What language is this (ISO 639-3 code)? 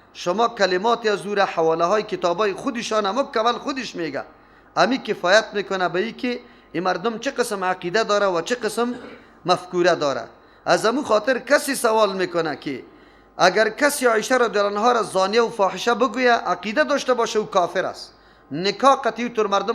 fas